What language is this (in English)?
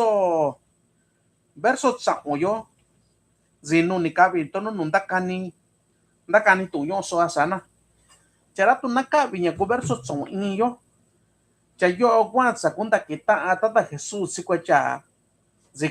Mixtepec Mixtec